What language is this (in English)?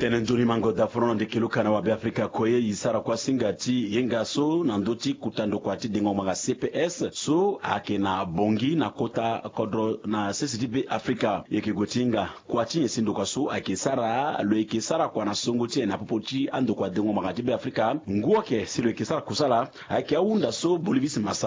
Sango